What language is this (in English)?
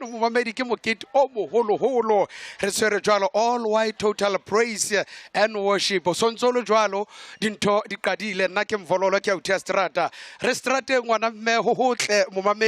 Southern Sotho